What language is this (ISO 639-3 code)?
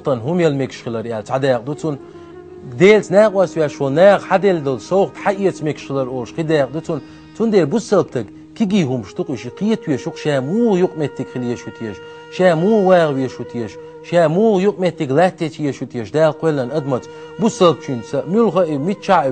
che